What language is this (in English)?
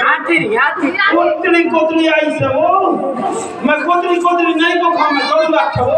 Chhattisgarhi